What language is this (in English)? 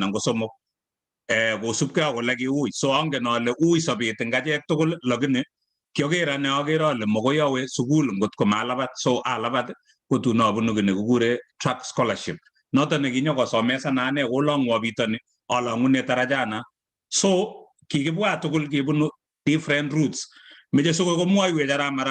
Kalenjin